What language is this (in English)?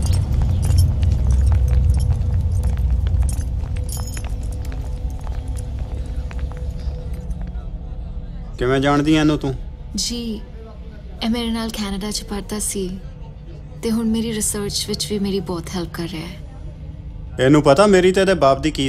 Punjabi